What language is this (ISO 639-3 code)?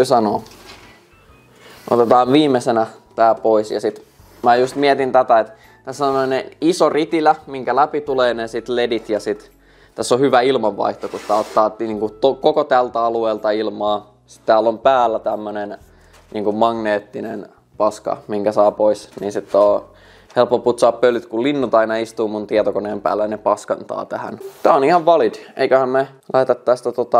fin